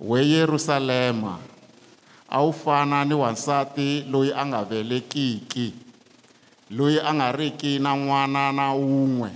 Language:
Tsonga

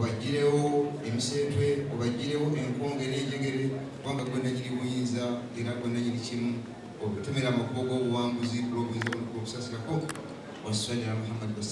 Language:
Ganda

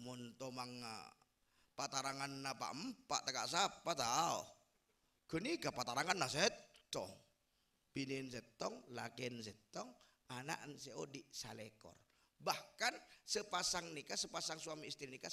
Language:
Madurese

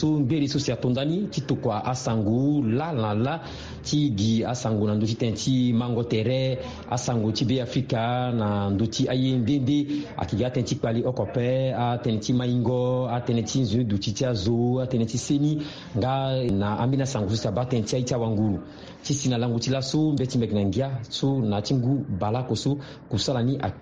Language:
Sango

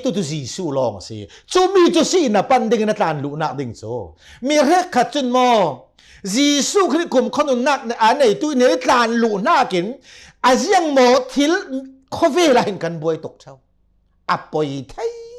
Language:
Hakha Chin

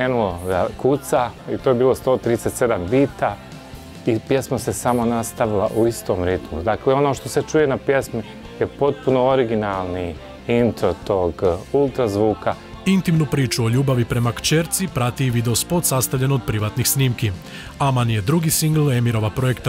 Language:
Croatian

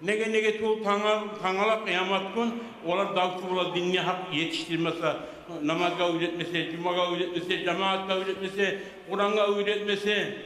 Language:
Kumyk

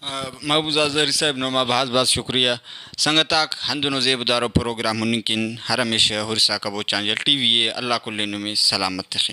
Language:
Brahui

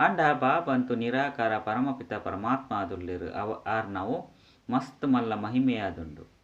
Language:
Tulu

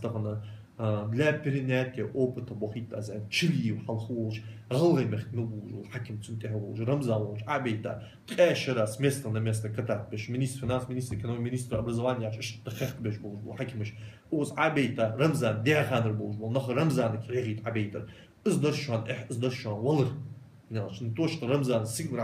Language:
Ingush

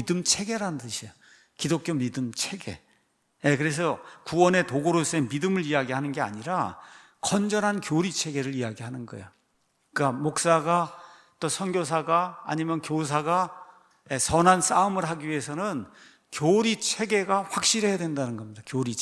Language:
Korean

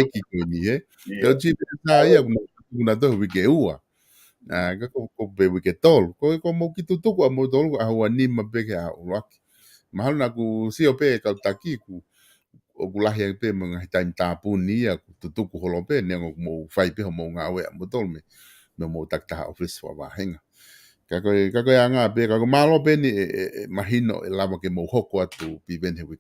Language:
Tongan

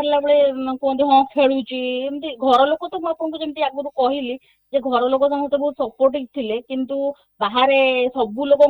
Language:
Odia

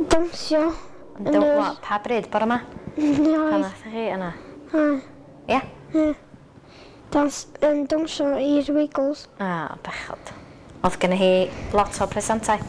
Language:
Welsh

